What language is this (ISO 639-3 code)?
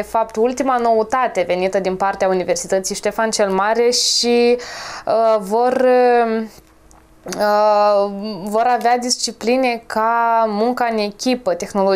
ron